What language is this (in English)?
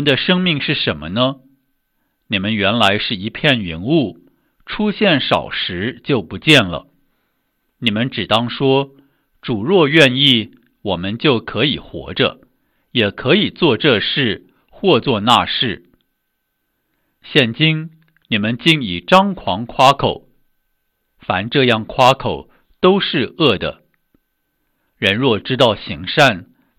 Chinese